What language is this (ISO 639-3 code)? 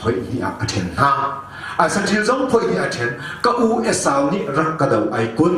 cnh